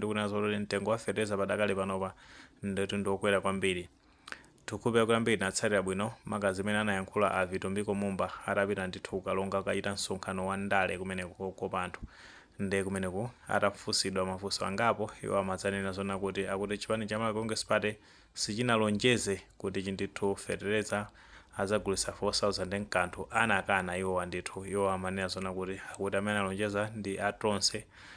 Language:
Nyanja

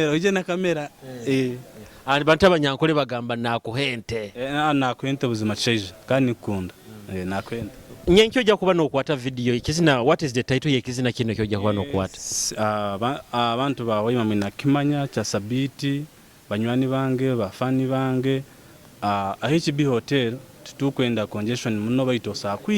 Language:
Nyoro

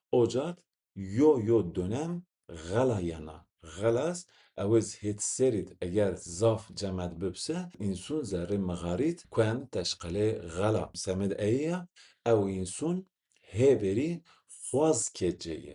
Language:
Zaza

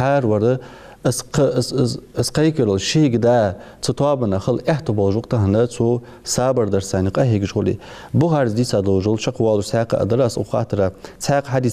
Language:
Ingush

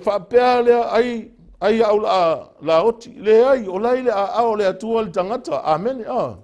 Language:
Samoan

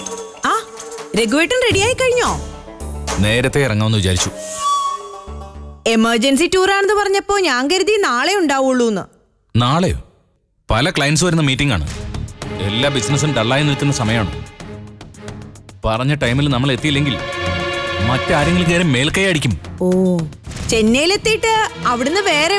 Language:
Malayalam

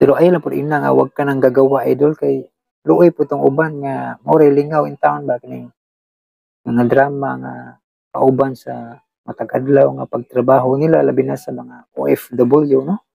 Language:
Cebuano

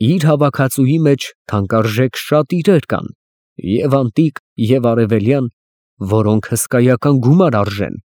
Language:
Armenian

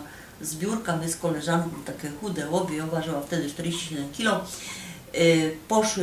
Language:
Silesian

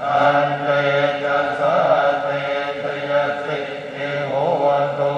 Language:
Pali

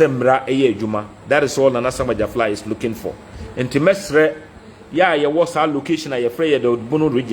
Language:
Akan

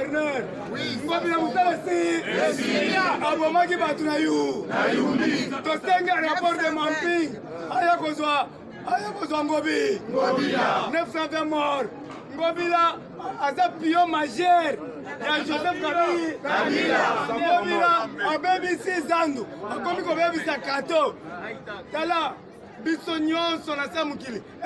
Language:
Lingala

